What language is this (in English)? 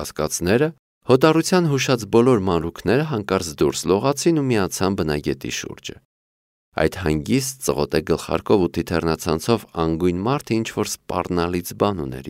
Armenian